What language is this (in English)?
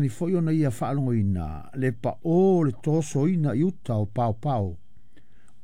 Samoan